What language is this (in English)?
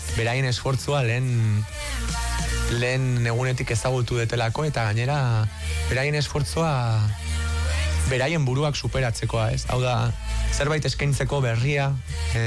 Basque